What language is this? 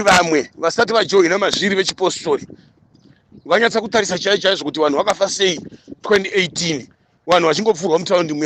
Shona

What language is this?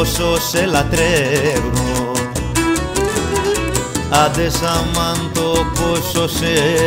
Greek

